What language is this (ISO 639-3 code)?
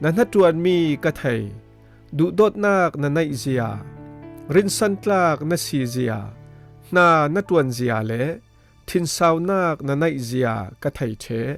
cfm